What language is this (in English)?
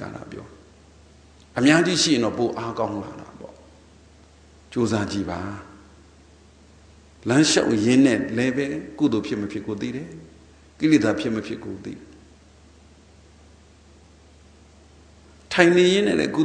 Burmese